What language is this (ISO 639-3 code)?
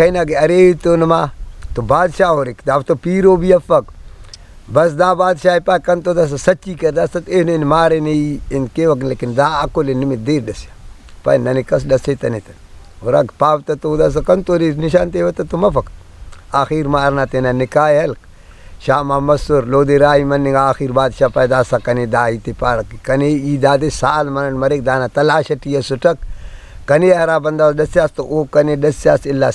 brh